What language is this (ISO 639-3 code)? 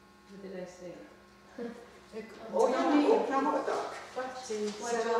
moh